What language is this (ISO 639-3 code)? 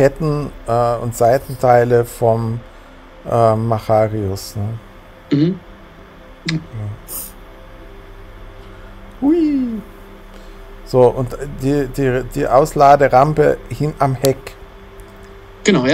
deu